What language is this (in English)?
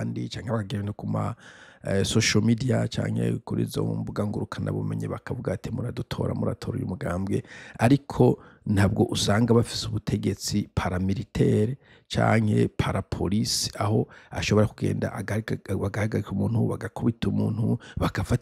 Rundi